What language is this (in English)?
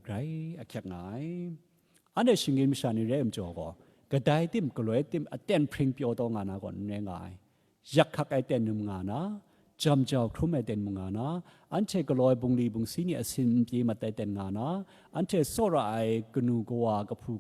Kachin